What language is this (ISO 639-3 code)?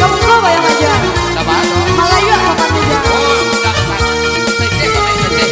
min